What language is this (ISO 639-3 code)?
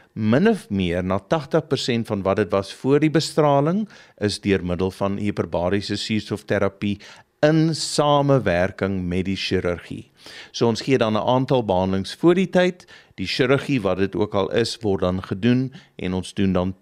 afr